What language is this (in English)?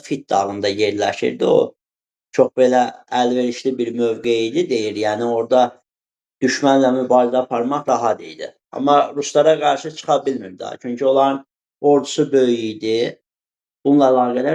Azerbaijani